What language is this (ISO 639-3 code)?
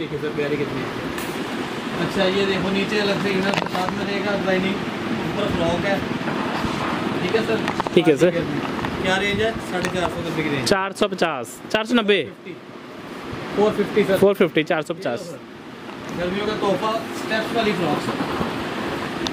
hin